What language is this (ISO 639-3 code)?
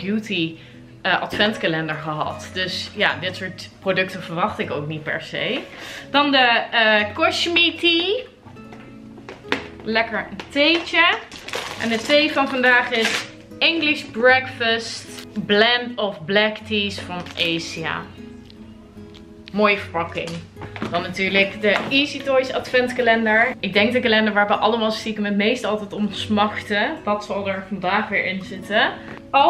nld